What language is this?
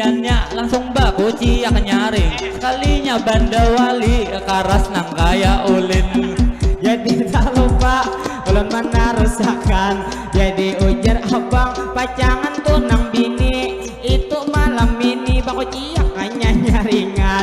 Banjar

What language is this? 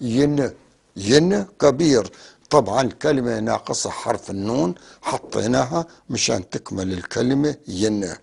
North Levantine Arabic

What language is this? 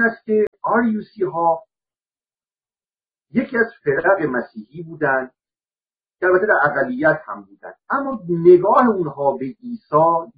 Persian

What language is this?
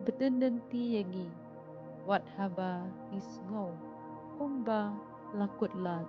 Khasi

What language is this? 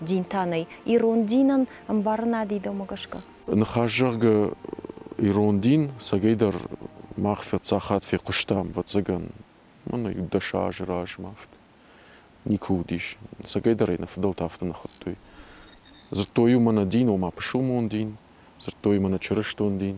Ossetic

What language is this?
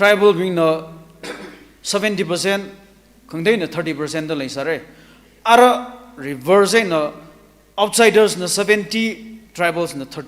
Tangkhul Naga (India)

